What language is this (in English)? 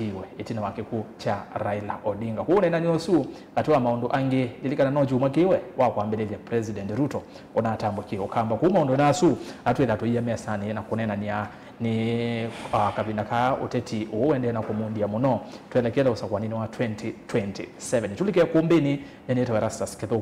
Kamba